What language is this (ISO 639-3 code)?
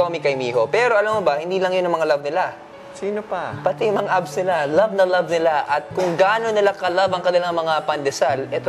fil